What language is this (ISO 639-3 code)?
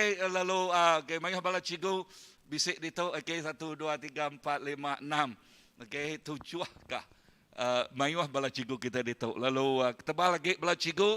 iba